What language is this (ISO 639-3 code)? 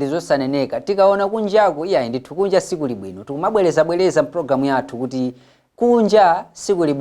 nya